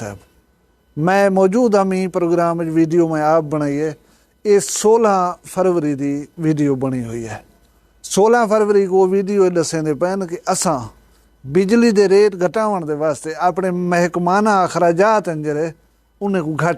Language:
Saraiki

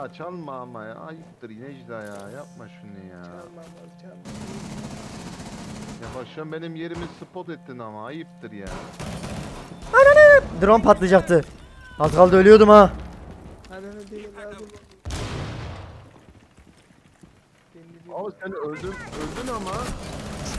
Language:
Turkish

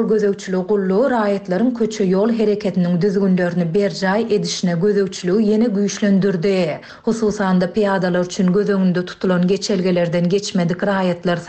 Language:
Turkmen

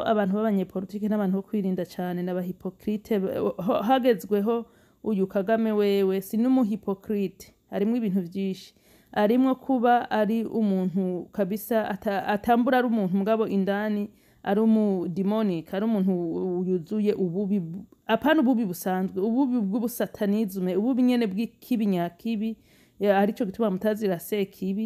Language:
Rundi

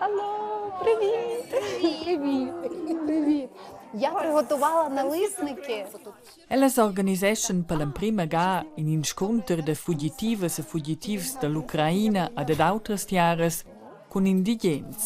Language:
Romansh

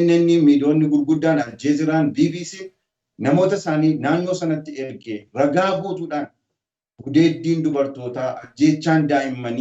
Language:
Oromo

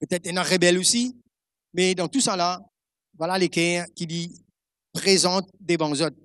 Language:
Morisyen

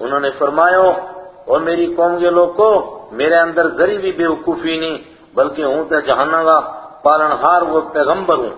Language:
Gujari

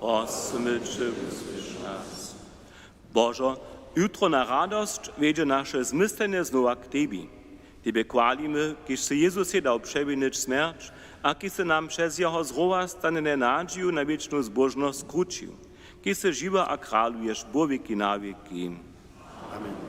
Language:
Upper Sorbian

